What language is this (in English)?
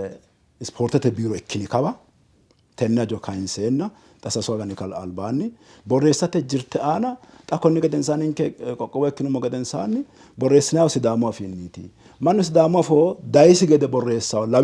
Sidamo